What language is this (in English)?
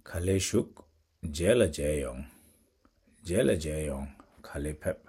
Latvian